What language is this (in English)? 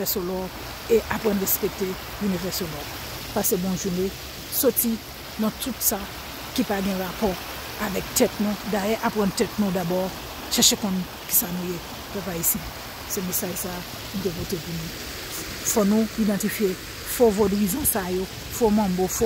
Haitian Creole